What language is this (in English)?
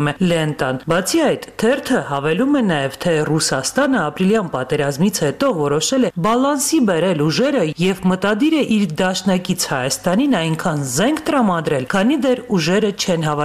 Armenian